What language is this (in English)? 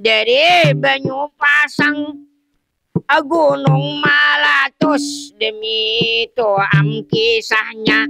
Banjar